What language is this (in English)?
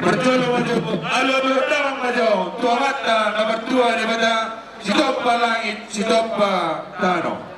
Batak Toba